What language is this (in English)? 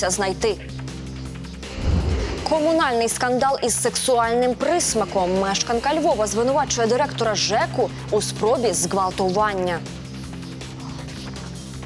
Ukrainian